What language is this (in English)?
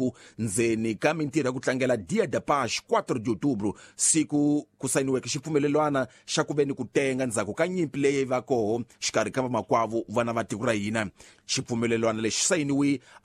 Tsonga